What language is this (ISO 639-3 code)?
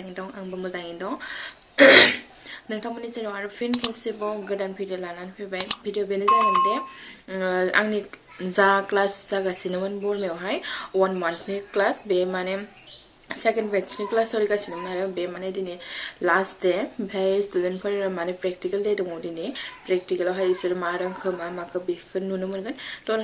brx